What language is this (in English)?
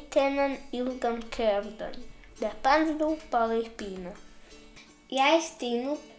Prussian